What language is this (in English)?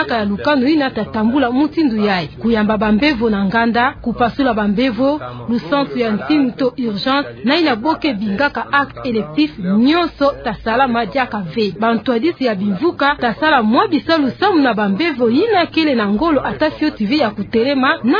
Kituba (Democratic Republic of Congo)